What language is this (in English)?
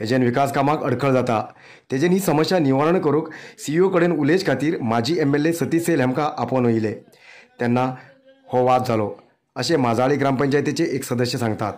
Konkani